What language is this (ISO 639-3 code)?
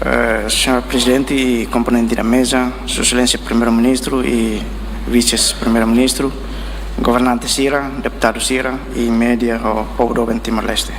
tet